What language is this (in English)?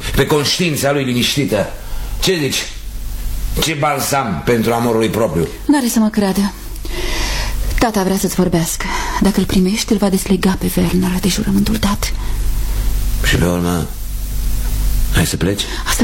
Romanian